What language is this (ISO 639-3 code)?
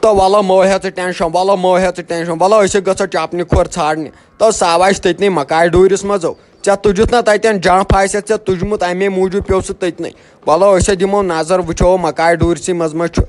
kas